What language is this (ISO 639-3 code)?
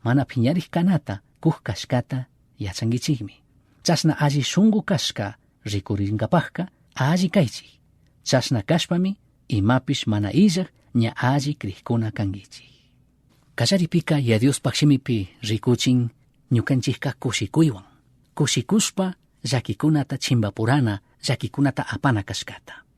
qug